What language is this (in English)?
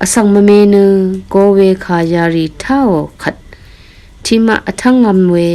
Rawang